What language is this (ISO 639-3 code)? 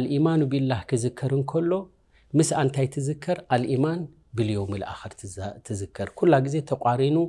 tir